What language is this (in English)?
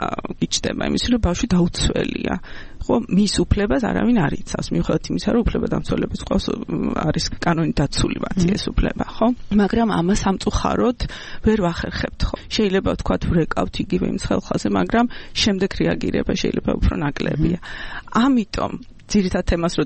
Georgian